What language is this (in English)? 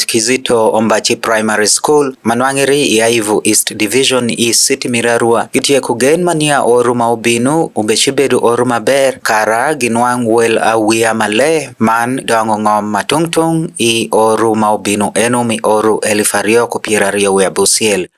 Acoli